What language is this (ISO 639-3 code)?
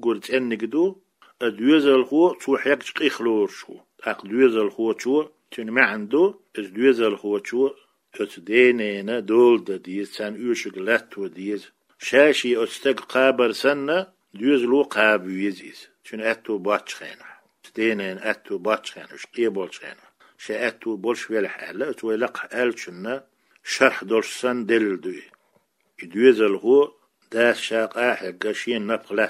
che